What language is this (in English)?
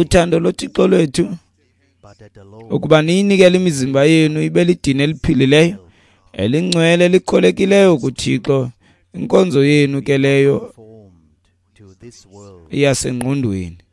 Xhosa